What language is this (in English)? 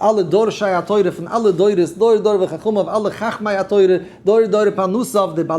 Yiddish